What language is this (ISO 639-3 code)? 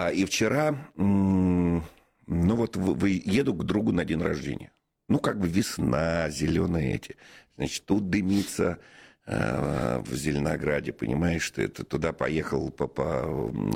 rus